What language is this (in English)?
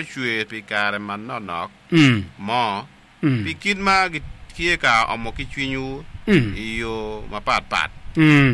Acoli